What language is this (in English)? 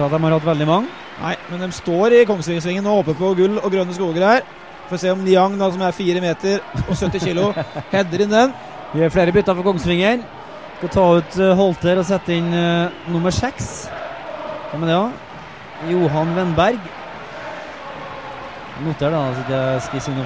Norwegian